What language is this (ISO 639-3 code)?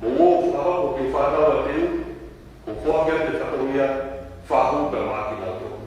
ton